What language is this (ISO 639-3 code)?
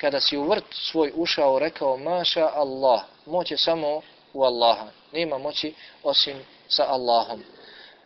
bos